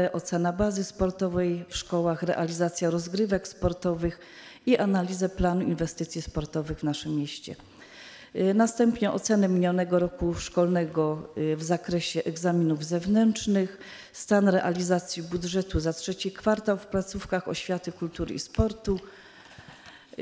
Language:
Polish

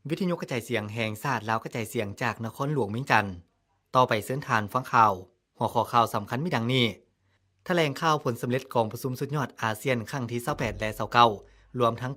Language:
Lao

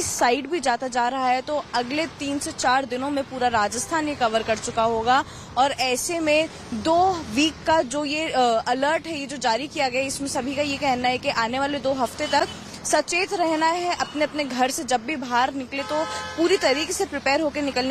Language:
Hindi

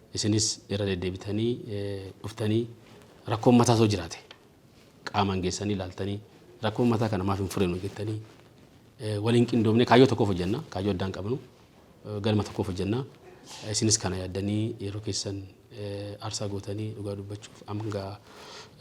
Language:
Oromo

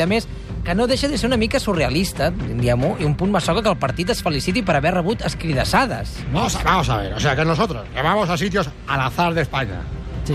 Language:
Catalan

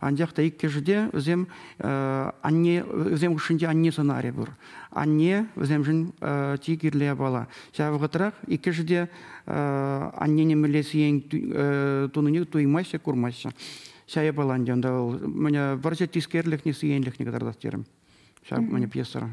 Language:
Chuvash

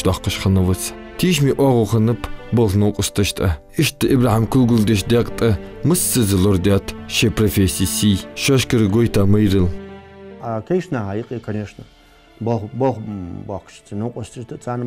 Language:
Ingush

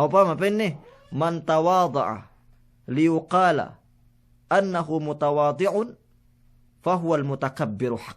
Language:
Yakan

